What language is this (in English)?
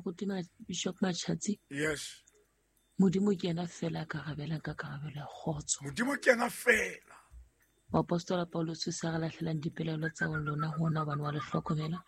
Southern Sotho